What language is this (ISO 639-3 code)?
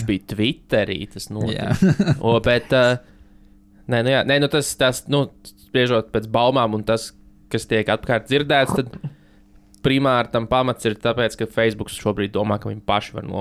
lav